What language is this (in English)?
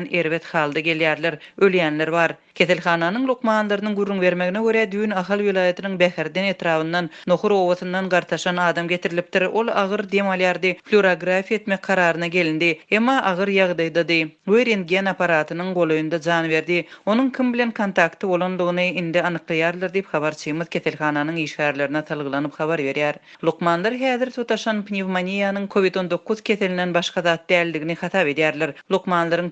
Turkmen